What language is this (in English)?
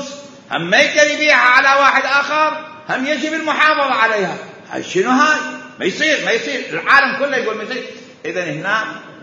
Mesopotamian Arabic